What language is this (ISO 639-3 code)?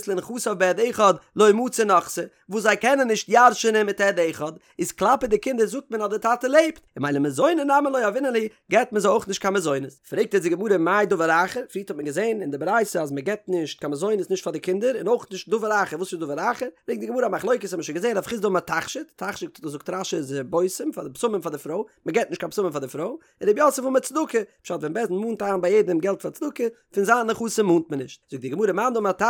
yid